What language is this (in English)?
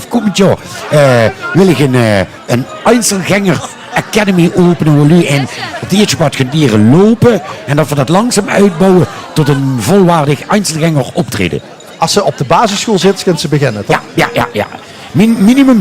Limburgish